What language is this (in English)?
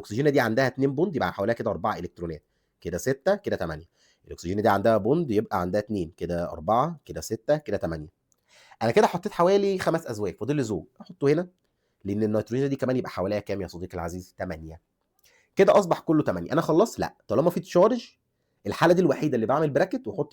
Egyptian Arabic